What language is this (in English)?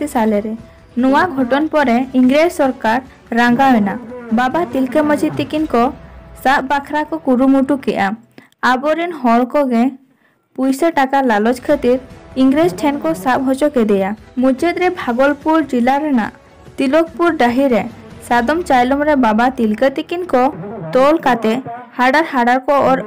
Santali